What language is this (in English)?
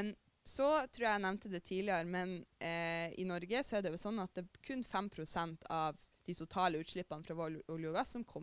Norwegian